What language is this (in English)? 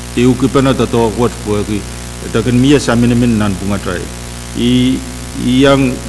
Pohnpeian